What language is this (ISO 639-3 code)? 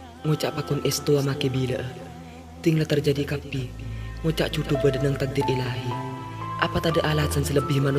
mad